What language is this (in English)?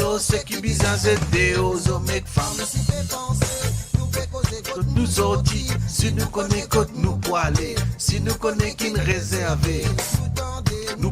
Morisyen